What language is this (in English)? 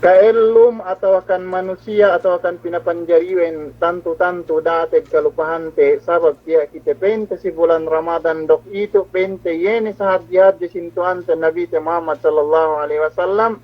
Yakan